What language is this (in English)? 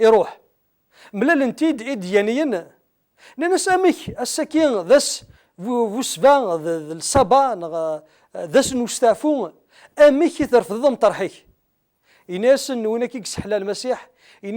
Kabyle